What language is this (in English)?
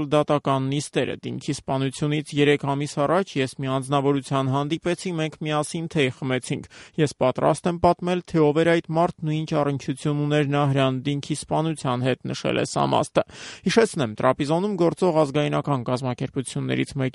Armenian